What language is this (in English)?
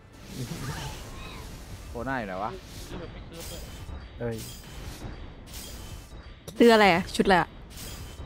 Thai